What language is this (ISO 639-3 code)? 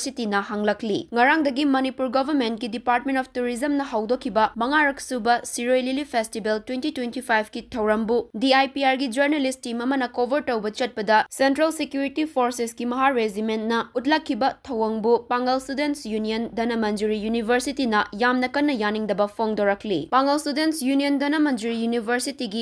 mni